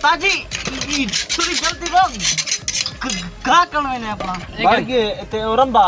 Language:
Saraiki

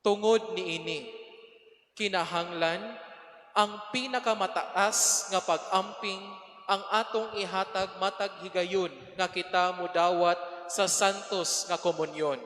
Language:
Cebuano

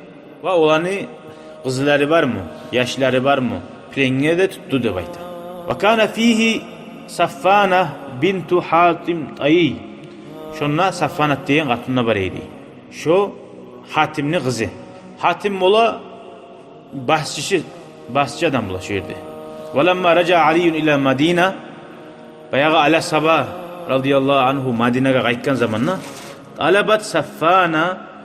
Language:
Kumyk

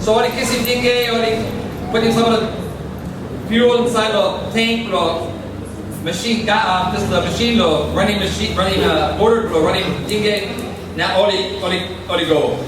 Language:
Tok Pisin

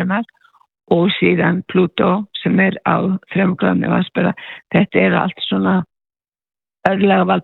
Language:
Icelandic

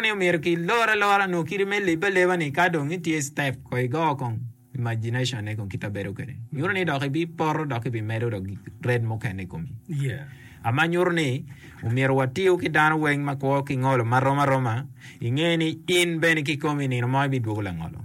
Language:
Acoli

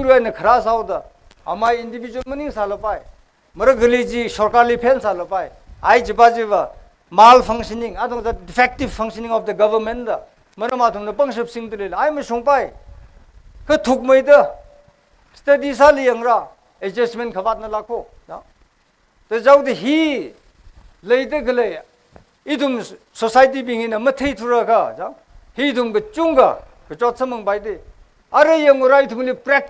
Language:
Tangkhul Naga (India)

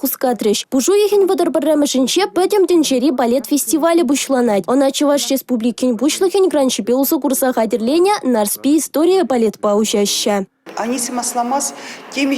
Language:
Chuvash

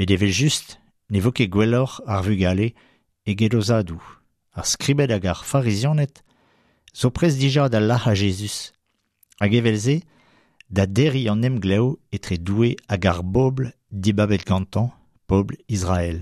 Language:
Breton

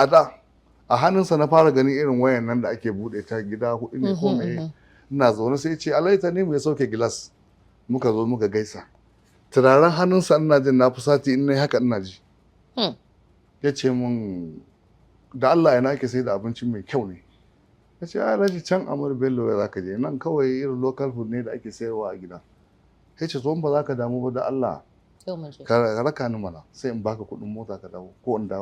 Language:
Hausa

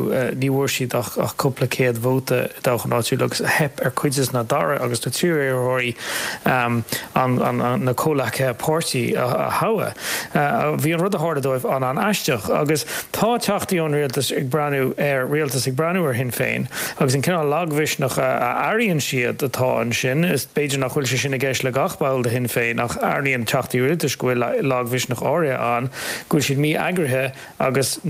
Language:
Irish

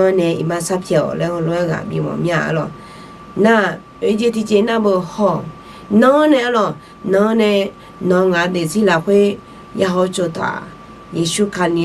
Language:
Akha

